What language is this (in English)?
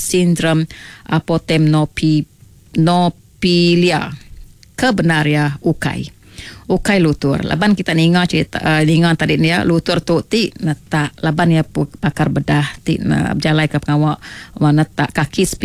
Iban